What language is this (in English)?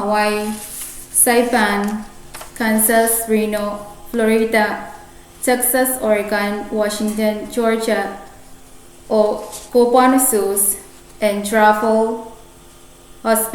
Pohnpeian